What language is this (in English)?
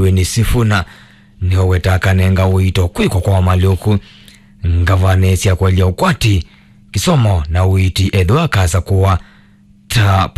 Kamba